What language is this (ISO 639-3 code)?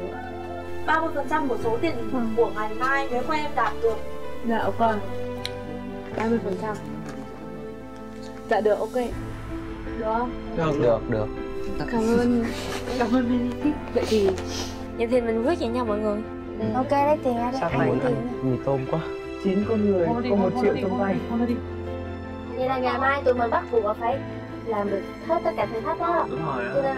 vie